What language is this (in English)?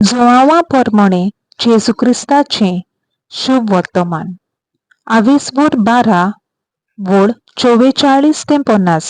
Konkani